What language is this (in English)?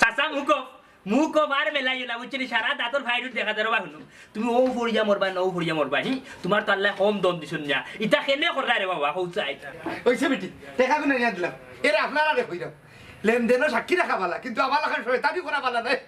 Sylheti